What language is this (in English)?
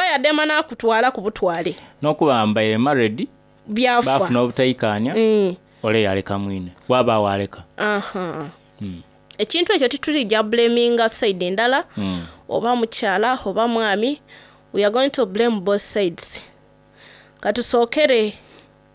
Soga